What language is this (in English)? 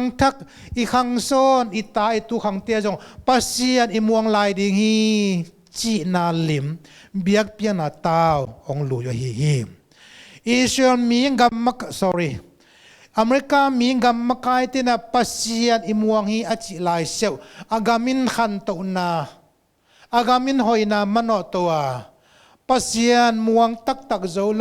Tedim Chin